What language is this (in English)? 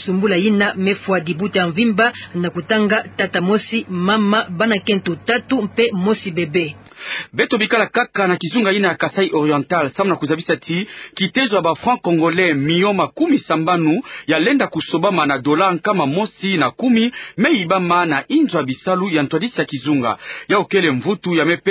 Kituba (Democratic Republic of Congo)